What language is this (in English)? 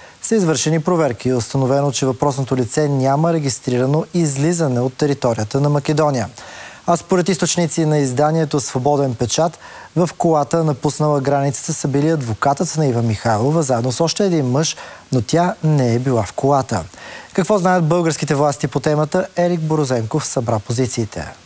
Bulgarian